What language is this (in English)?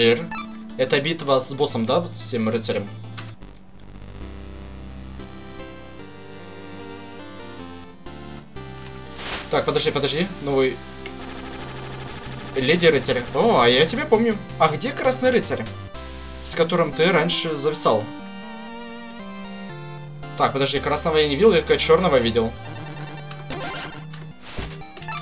Russian